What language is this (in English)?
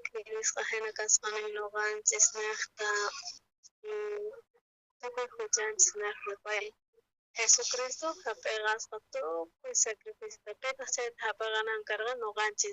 South Bolivian Quechua